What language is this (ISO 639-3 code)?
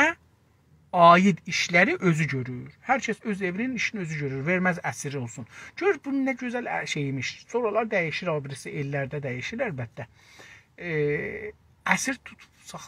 azb